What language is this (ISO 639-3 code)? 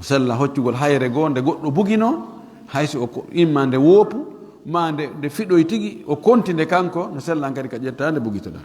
ful